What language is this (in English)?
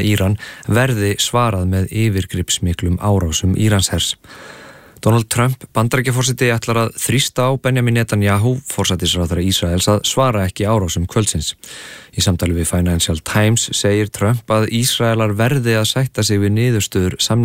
Icelandic